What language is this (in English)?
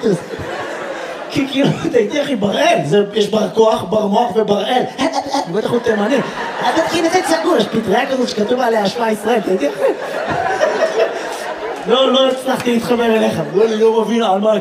Hebrew